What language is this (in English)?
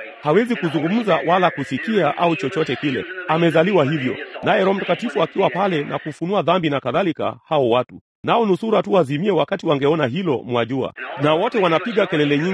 Swahili